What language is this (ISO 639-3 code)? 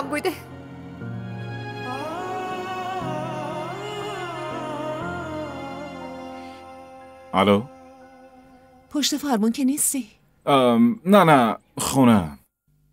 fas